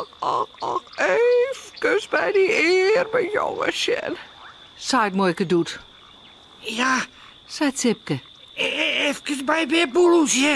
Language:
Western Frisian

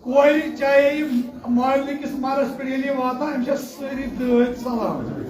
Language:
Kashmiri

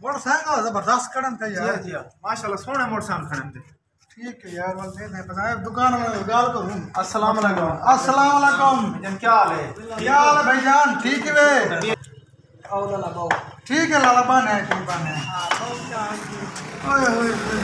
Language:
Saraiki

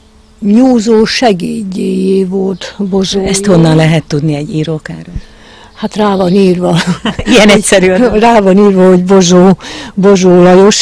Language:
Hungarian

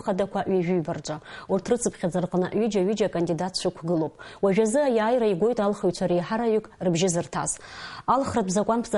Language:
Abkhazian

